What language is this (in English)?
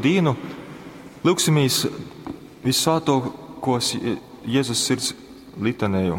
Latgalian